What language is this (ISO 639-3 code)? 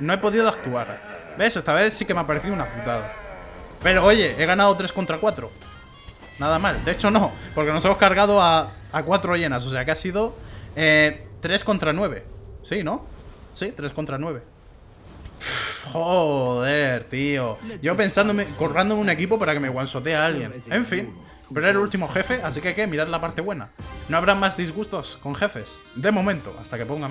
spa